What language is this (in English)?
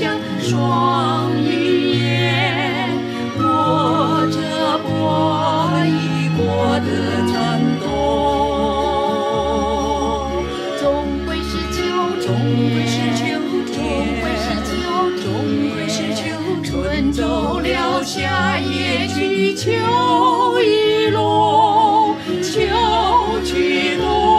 Chinese